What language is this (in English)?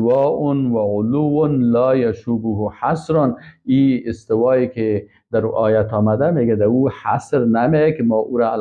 Persian